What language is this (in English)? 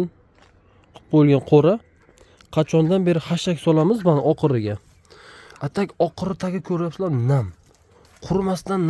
Uzbek